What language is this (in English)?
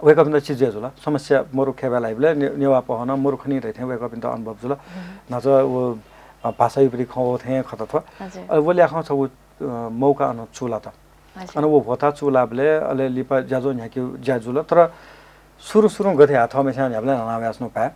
Newari